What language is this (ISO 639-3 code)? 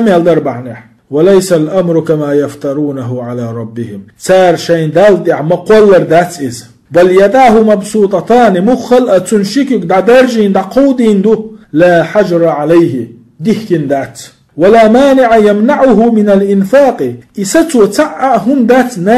che